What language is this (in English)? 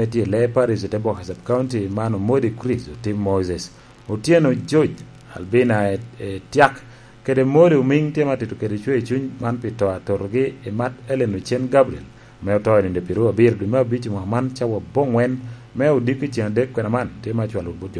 Lango (Uganda)